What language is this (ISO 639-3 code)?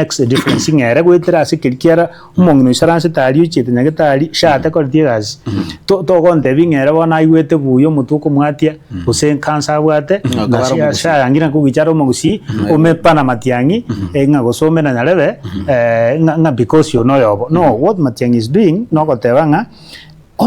guz